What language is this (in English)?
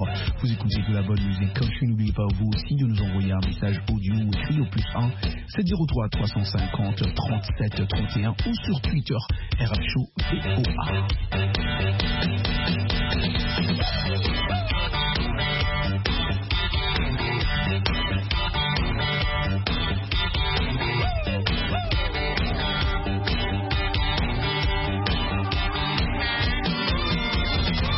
French